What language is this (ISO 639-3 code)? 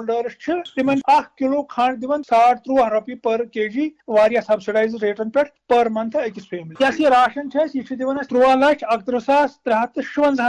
kas